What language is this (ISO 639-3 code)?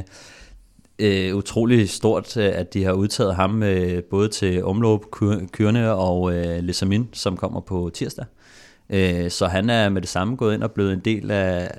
dan